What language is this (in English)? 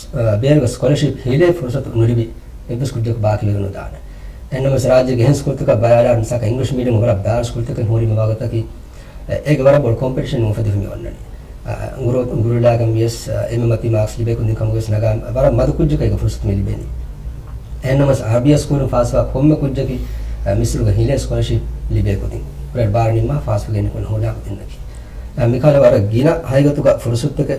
Divehi